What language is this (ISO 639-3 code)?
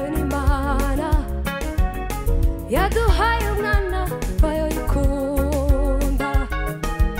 kin